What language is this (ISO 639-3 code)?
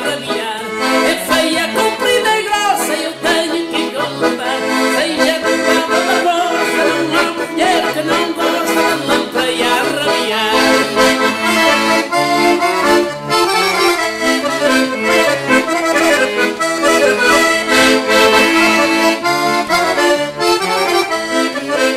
por